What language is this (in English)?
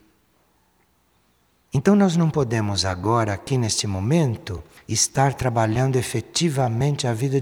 Portuguese